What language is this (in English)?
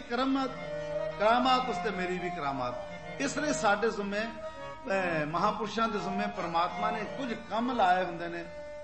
Punjabi